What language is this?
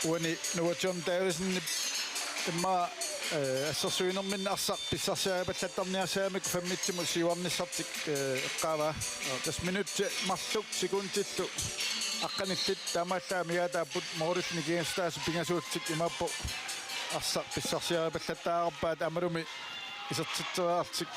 Kalaallisut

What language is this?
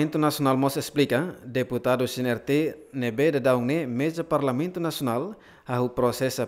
Tetum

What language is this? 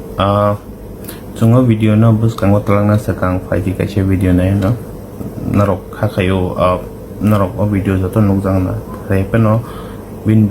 Kok Borok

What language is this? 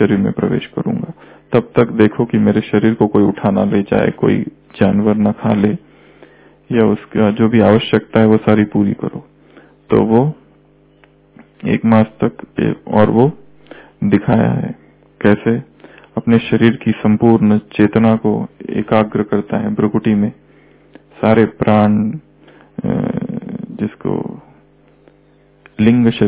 Hindi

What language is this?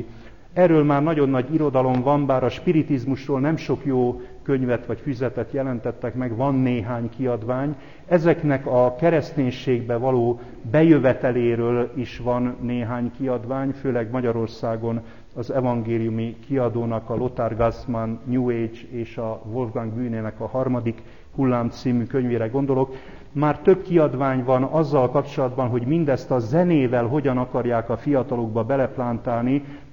Hungarian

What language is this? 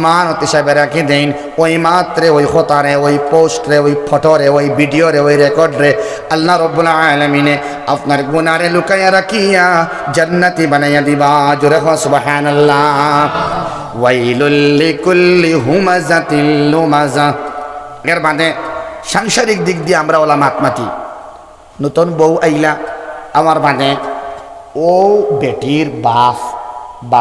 Sylheti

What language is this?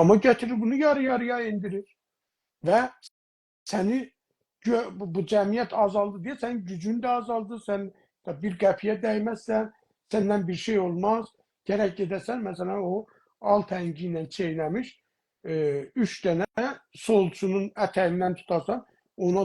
South Azerbaijani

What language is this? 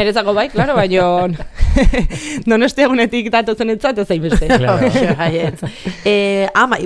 Basque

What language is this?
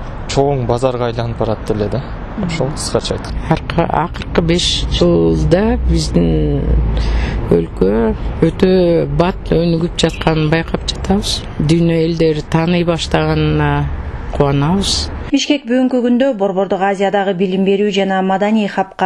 Kyrgyz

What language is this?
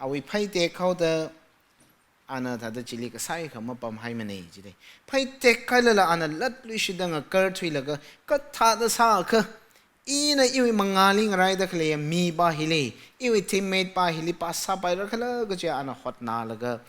Tangkhul Naga (India)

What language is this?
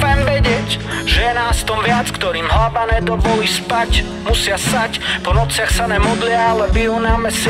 Slovak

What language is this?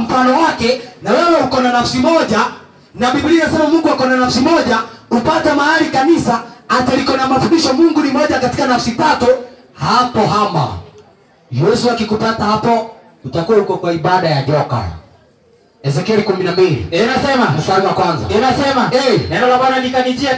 Swahili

